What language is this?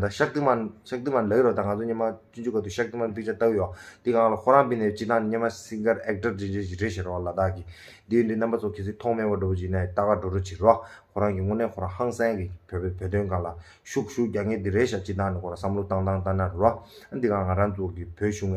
Tibetan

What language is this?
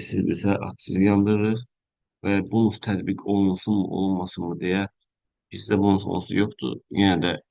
Azerbaijani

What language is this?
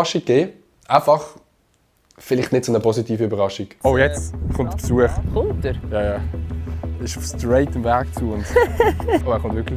Swiss German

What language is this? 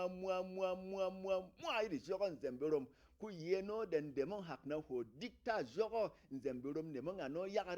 Berom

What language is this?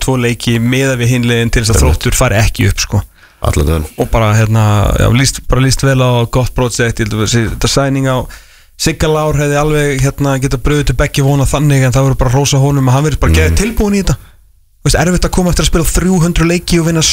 Icelandic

